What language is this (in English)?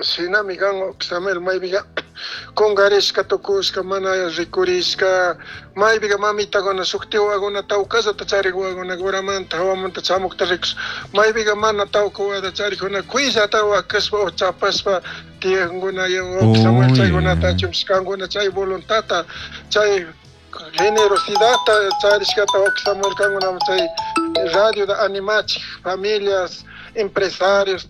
Chimborazo Highland Quichua